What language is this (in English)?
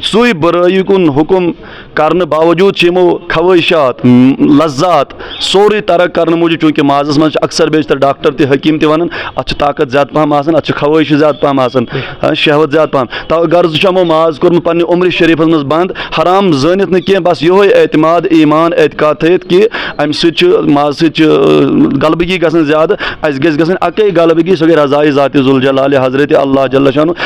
Kashmiri